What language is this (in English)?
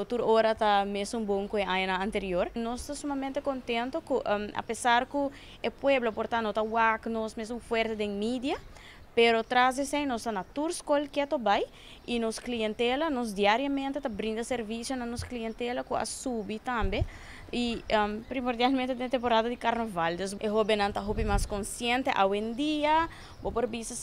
Papiamento